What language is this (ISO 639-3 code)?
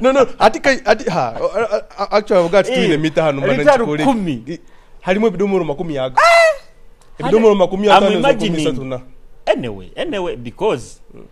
nyo